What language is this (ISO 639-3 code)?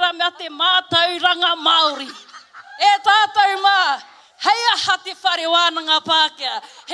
mri